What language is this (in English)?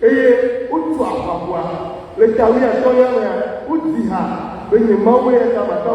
Ewe